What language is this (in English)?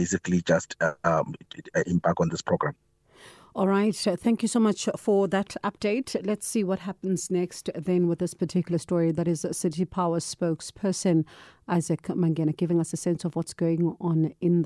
English